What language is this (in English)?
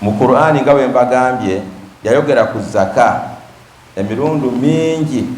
Ganda